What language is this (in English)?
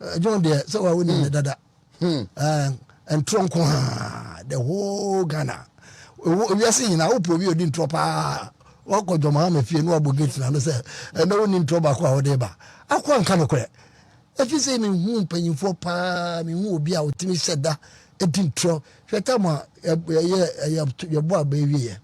Akan